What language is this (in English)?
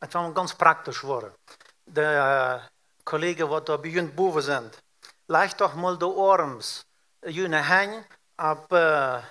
Plautdietsch